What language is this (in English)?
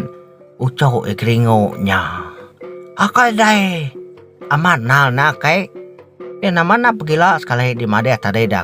Iban